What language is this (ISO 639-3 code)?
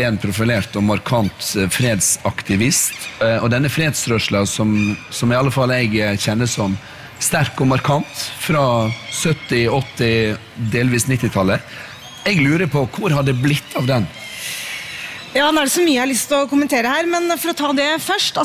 nor